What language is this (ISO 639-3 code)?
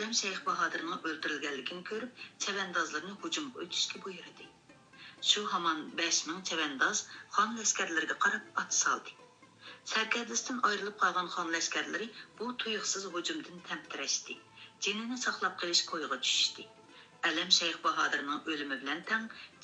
uig